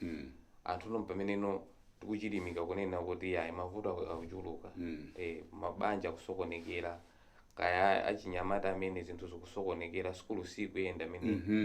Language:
Nyanja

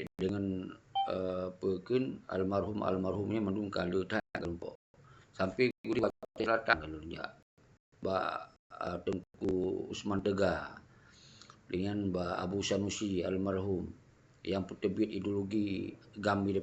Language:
Achinese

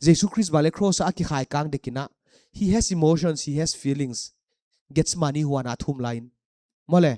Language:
Paite Chin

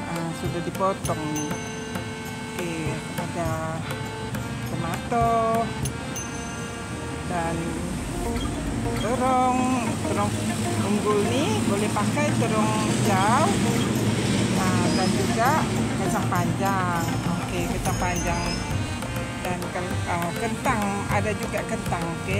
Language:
Malay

